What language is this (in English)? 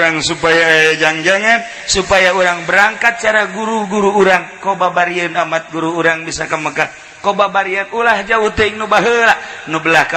Sundanese